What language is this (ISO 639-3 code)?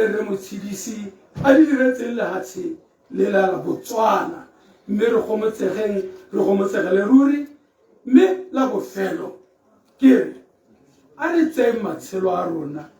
tsn